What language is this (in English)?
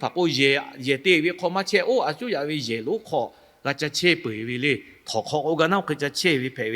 Lahu